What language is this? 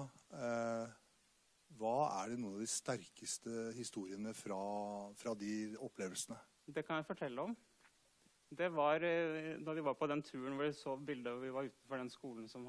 Norwegian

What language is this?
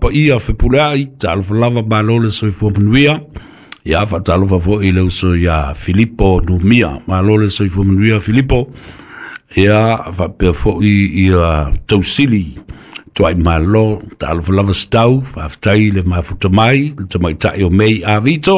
Samoan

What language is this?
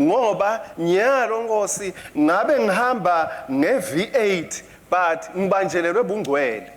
Swati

